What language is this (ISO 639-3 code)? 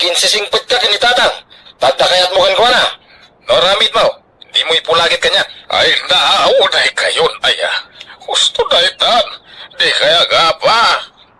ilo